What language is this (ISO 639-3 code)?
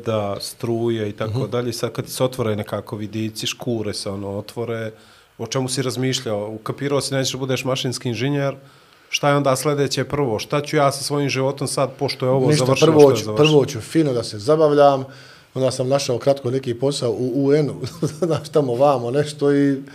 bos